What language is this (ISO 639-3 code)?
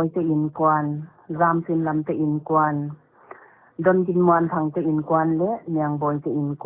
pck